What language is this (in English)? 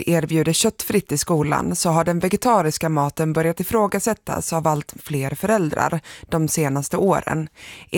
Swedish